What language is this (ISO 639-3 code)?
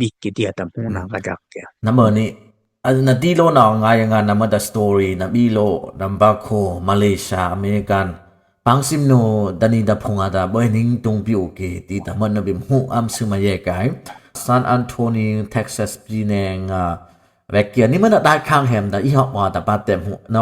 dis